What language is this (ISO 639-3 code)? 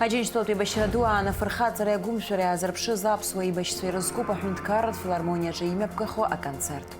abk